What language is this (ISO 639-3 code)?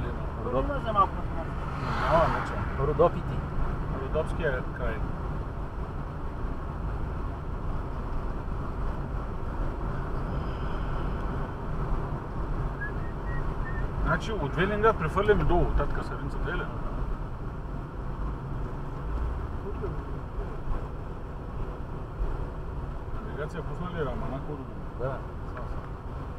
bul